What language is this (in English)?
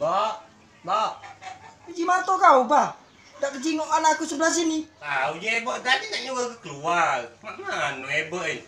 Musi